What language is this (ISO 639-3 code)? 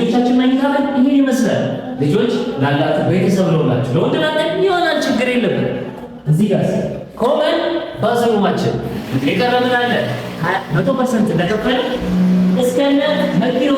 amh